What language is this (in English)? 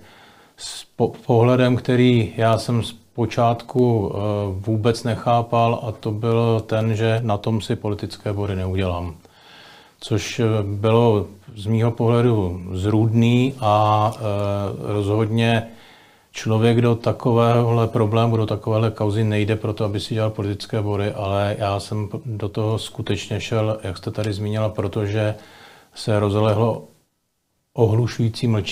Czech